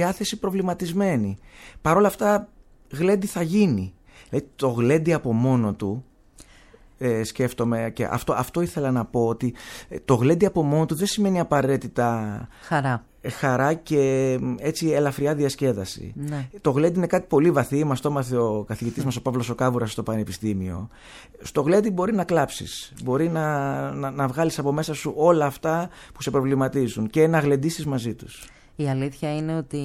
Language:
Greek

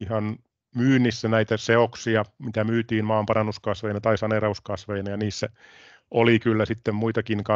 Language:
Finnish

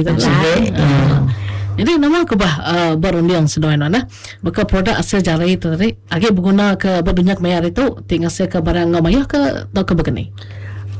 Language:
Malay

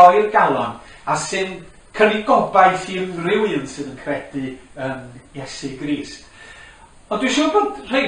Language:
Welsh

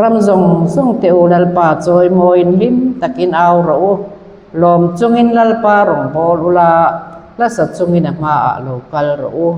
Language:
Mizo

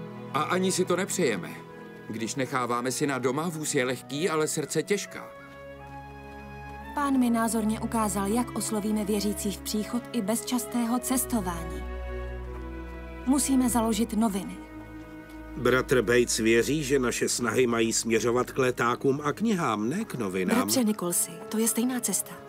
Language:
Czech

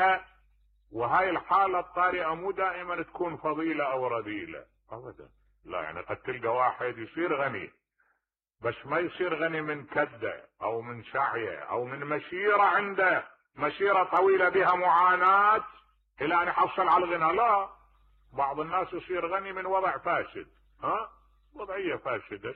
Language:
Mesopotamian Arabic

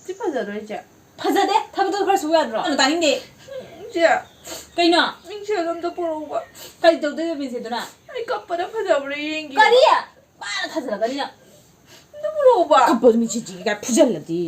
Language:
Manipuri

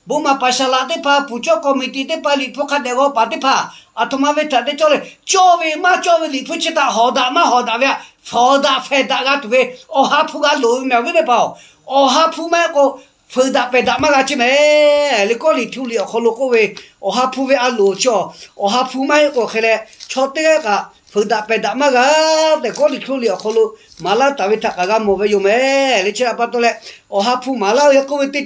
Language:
Lahu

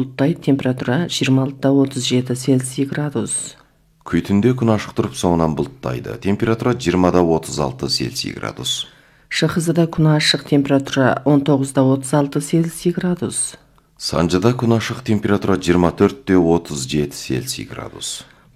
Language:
Kazakh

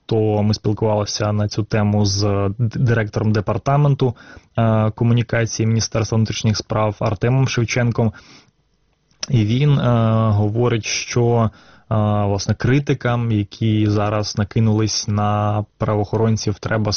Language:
Ukrainian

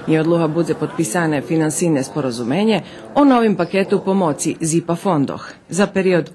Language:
Rusyn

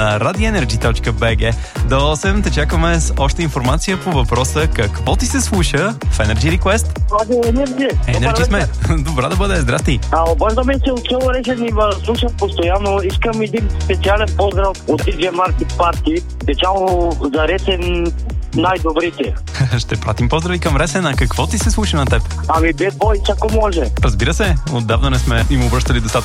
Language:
Bulgarian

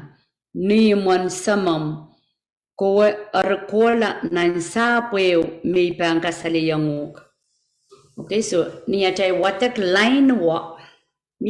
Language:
Pohnpeian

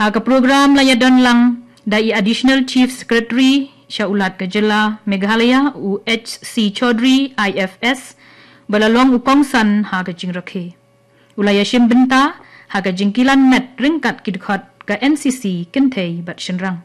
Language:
Khasi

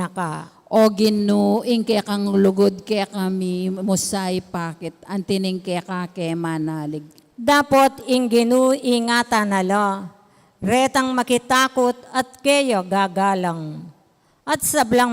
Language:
Pampanga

